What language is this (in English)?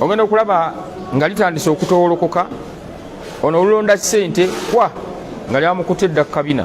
Ganda